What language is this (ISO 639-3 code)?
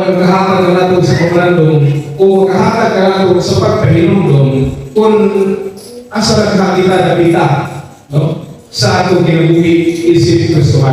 ceb